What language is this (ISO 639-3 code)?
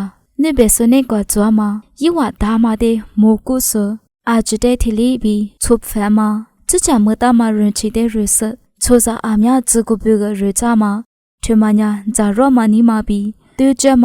lis